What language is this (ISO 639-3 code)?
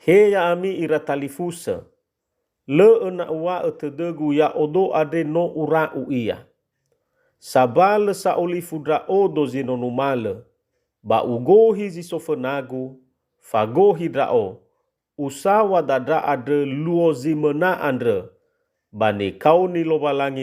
nia